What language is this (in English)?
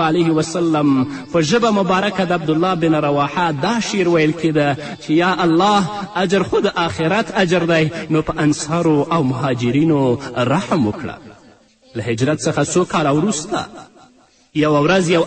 Pashto